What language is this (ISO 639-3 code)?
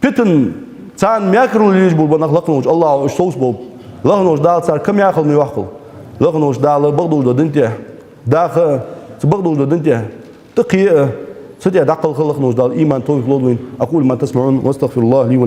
inh